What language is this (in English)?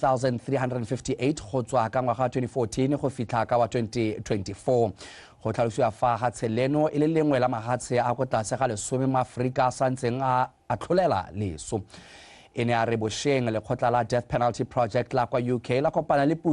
Tswana